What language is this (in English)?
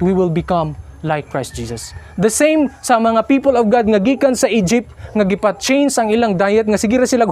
Cebuano